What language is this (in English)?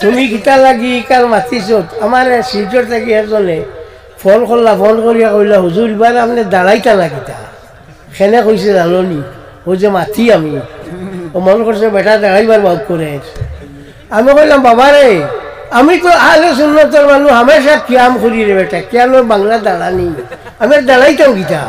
Sylheti